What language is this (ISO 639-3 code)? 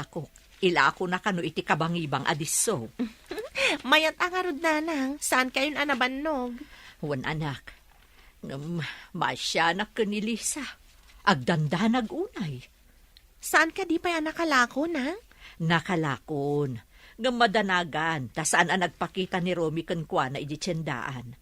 ilo